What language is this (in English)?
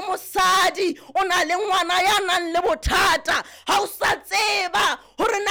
Southern Sotho